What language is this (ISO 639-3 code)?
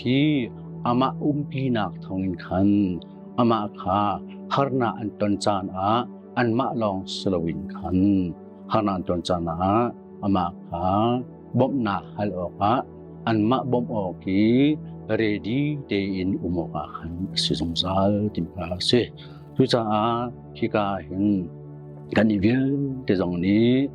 cnh